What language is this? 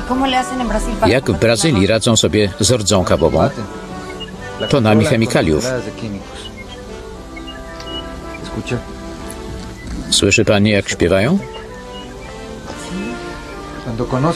Polish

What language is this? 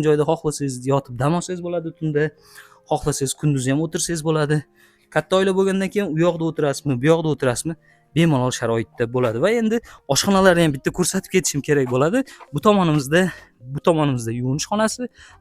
Uzbek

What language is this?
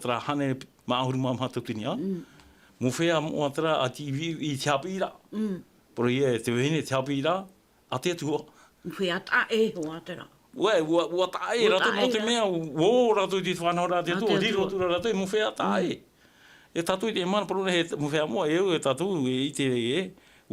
Tahitian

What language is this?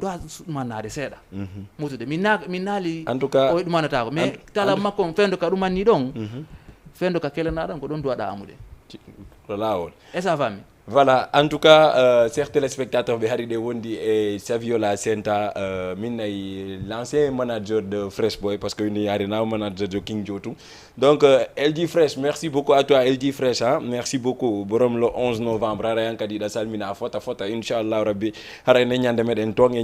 Fula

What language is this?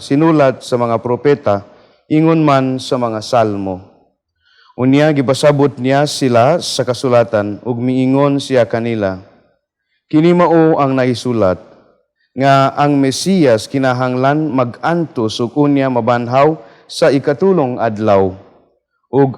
Cebuano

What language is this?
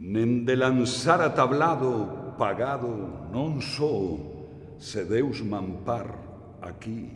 Galician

